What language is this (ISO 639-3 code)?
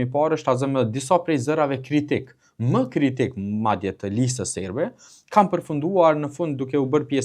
sqi